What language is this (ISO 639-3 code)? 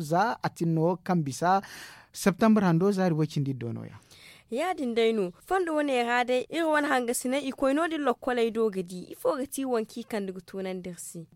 dje